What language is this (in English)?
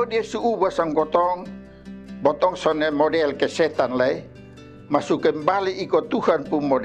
Kupang Malay